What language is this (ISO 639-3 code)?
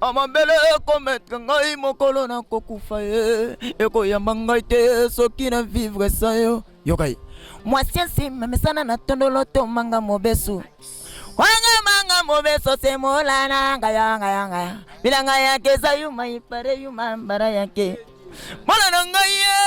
lin